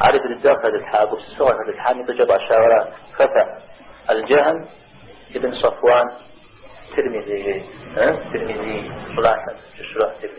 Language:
Kabardian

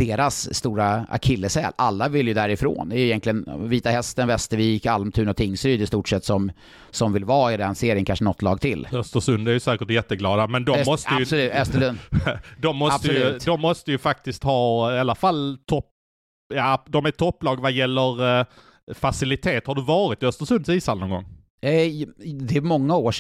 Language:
Swedish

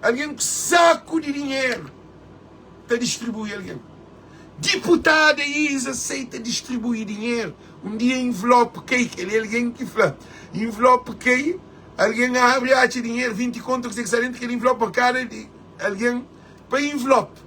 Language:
Kabuverdianu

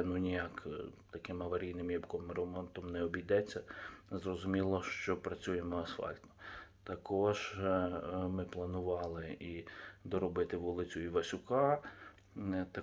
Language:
Ukrainian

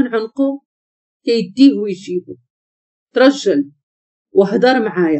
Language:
Moroccan Arabic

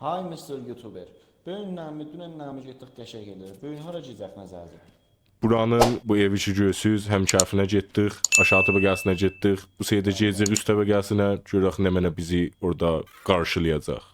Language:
South Azerbaijani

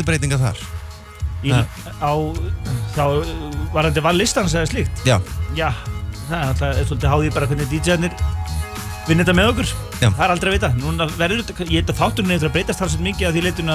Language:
Icelandic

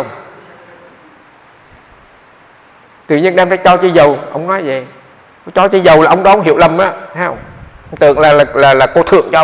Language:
Vietnamese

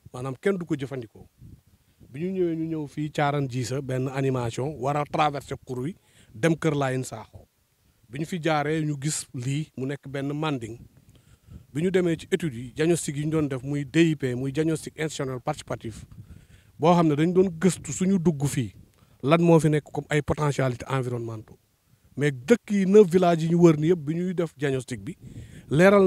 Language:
Wolof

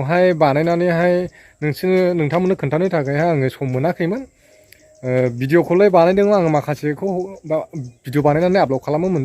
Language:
Bodo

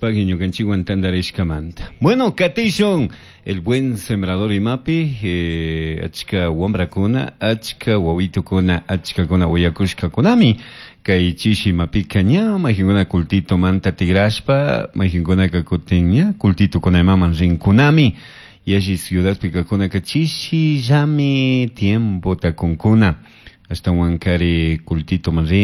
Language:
Chimborazo Highland Quichua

